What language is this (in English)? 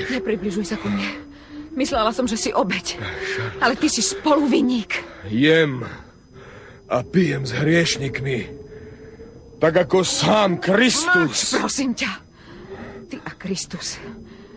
Slovak